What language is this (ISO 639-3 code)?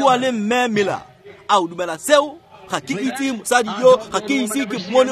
tsn